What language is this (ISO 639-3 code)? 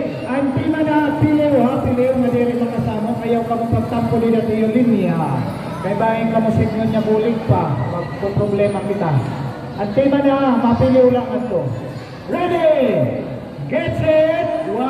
war